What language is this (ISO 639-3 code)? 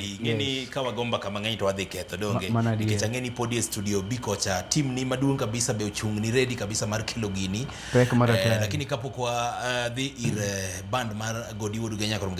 luo